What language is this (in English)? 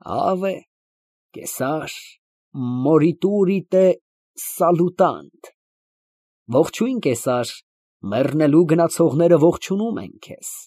Armenian